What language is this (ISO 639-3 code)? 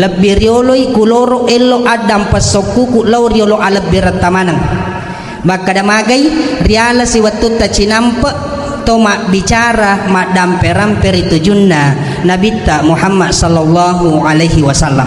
bug